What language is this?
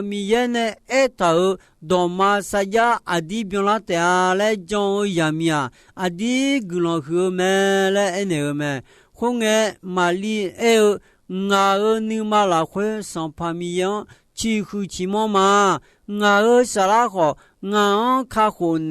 Akha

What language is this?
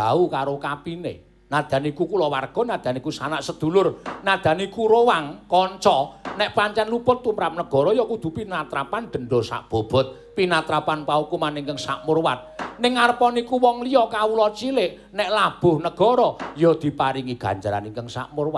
Javanese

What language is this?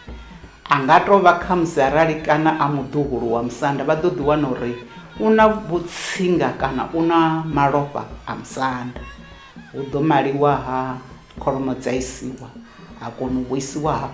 Venda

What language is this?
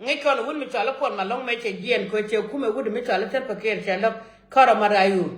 Nuer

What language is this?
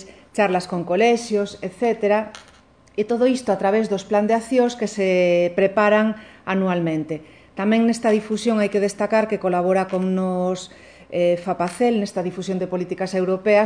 Galician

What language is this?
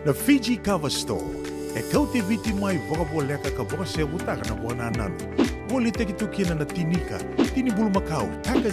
Fijian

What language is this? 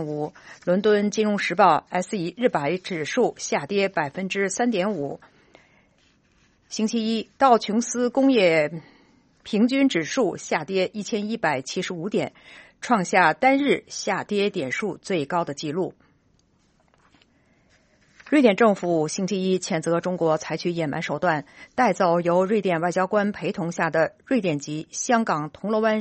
Chinese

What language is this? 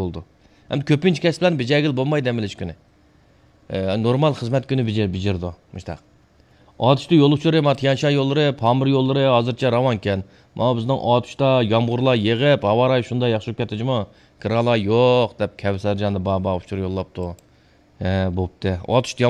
Uyghur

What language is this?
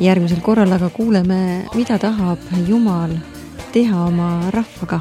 Estonian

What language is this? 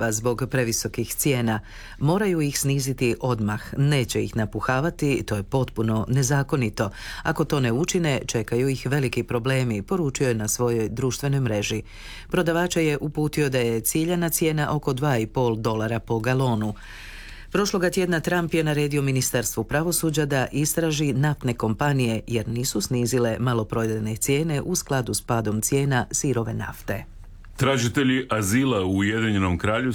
Croatian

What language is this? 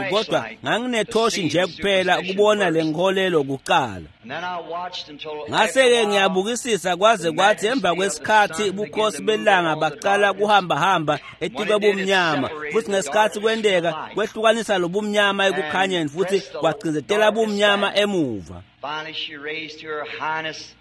Swati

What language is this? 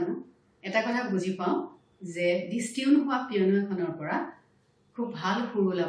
Assamese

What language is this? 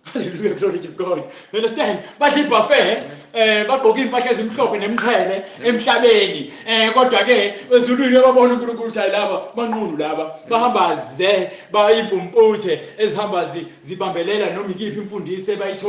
Zulu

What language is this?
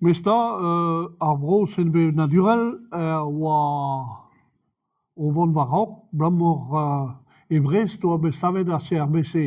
Breton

